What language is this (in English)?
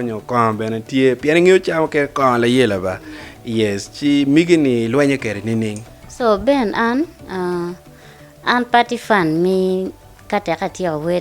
Acoli